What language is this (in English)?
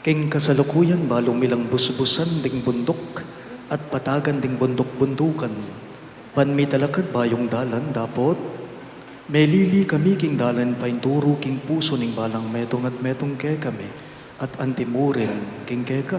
Pampanga